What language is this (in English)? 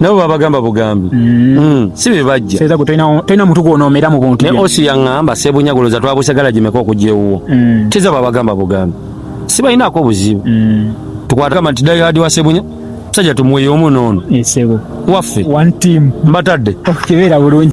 Ganda